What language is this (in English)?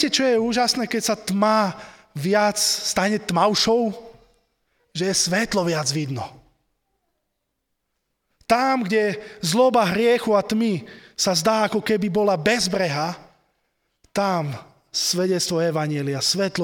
Slovak